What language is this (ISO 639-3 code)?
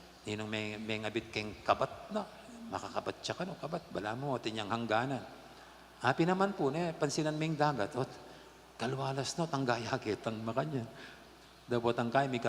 pam